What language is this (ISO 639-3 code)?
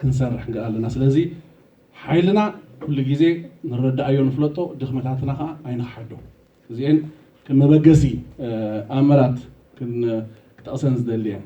tir